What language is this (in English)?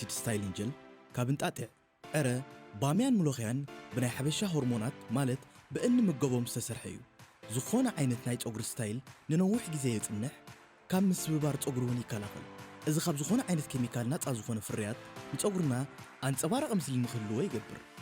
Tigrinya